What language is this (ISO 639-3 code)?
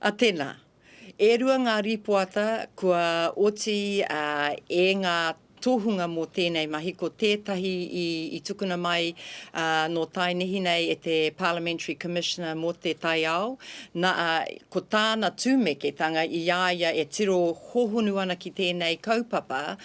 mri